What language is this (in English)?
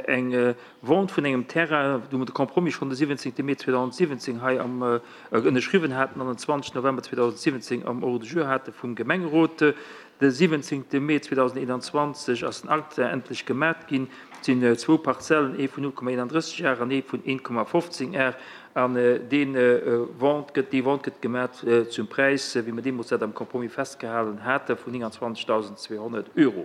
Luxembourgish